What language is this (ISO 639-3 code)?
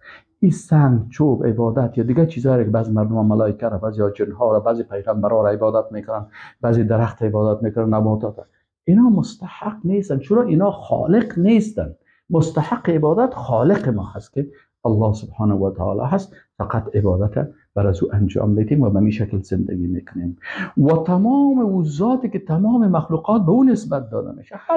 fas